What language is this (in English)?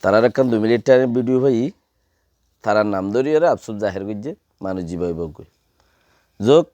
Rohingya